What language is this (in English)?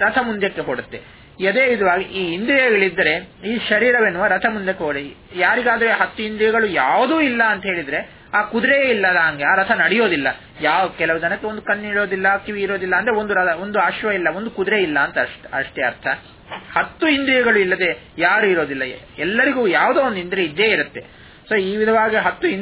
Kannada